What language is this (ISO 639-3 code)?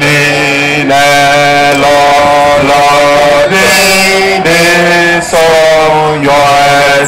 ewe